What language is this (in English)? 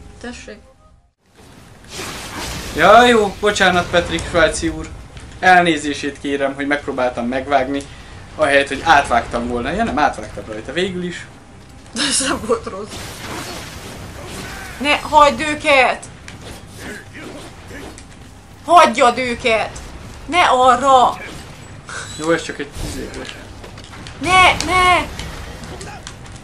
Hungarian